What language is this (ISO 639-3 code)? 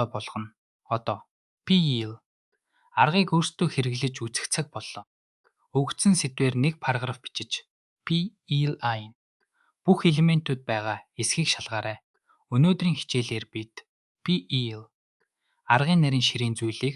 mon